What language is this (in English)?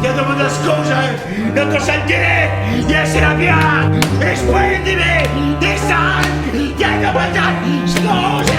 Friulian